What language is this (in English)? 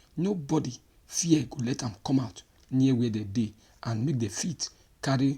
Nigerian Pidgin